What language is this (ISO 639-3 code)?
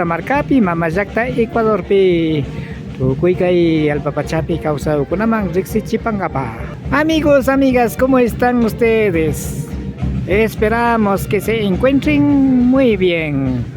qvi